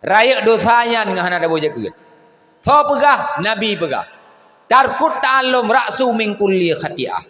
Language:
Achinese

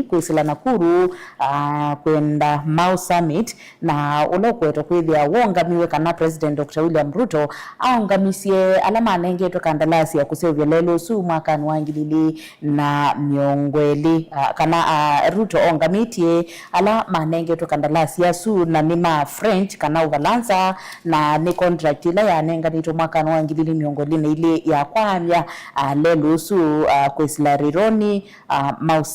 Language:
Kamba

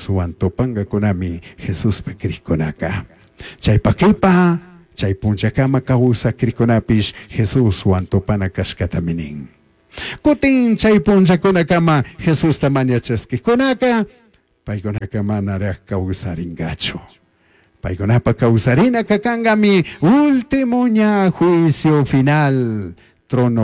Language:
Chimborazo Highland Quichua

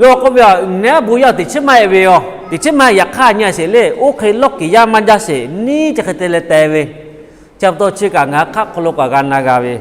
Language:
Lahu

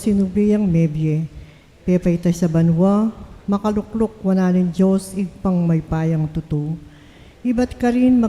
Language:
Pampanga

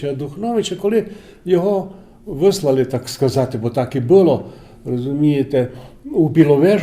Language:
Rusyn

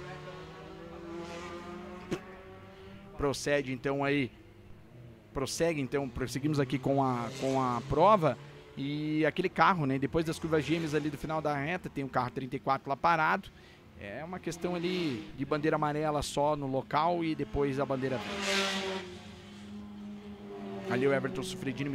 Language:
Portuguese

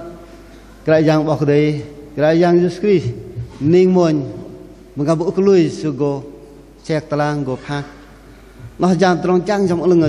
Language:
Bahnar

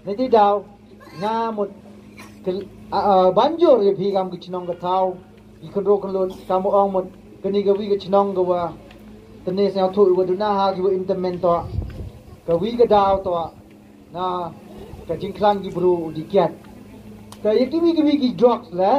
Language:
Pnar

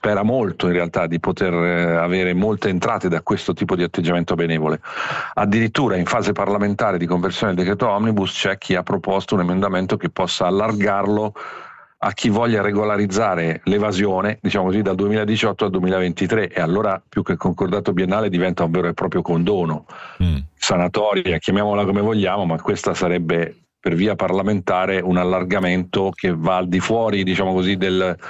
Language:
Italian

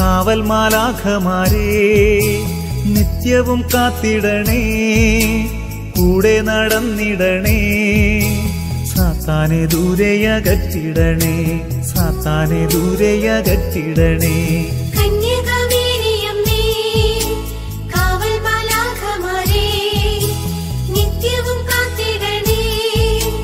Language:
Malayalam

